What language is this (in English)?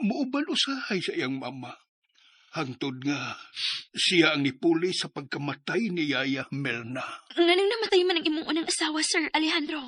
Cebuano